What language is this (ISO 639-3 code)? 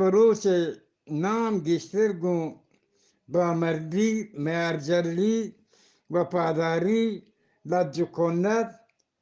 bgp